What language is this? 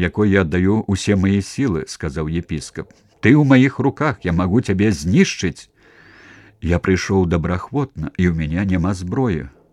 Belarusian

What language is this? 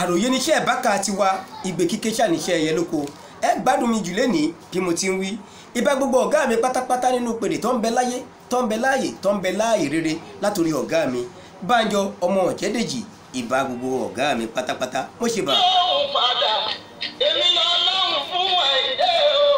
Yoruba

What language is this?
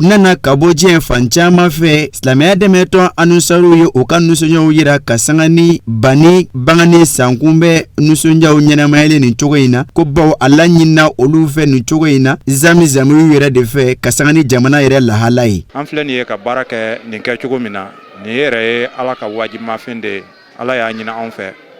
Bambara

